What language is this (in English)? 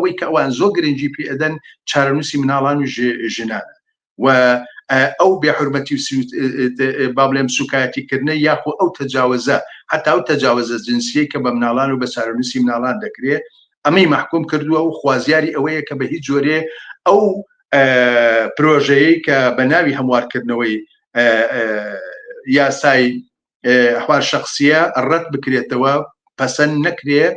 Central Kurdish